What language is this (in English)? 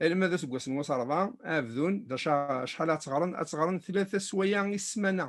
Kabyle